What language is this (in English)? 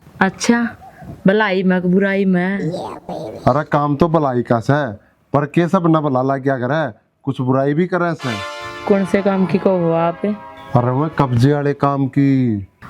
Haryanvi